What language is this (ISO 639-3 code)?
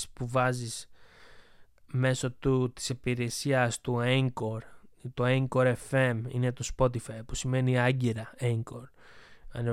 ell